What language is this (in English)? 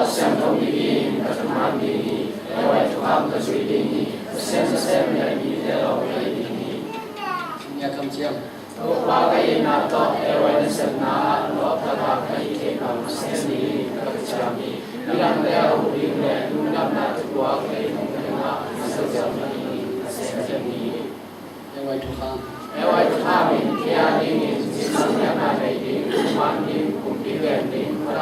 Tedim Chin